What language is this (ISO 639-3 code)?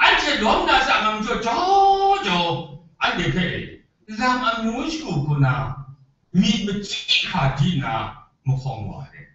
kac